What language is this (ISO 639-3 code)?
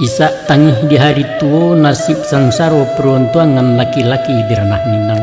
min